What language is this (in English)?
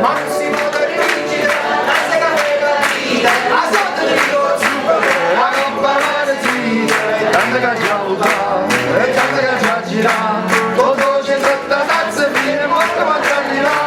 Neapolitan